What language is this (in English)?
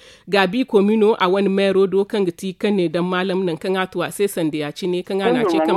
Zarma